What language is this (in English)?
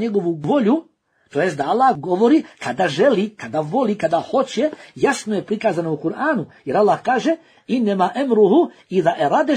Bosnian